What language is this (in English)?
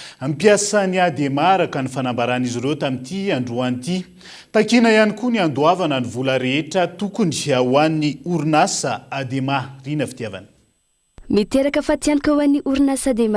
Malagasy